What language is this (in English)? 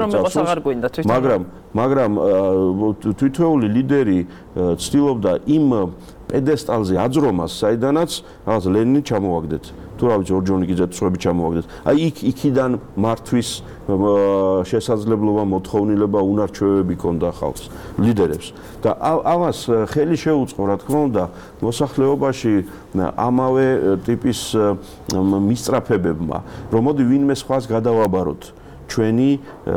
Georgian